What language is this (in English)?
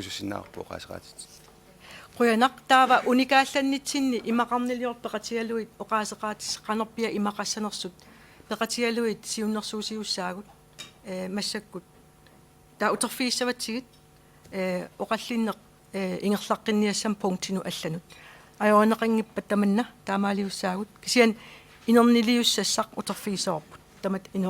Kalaallisut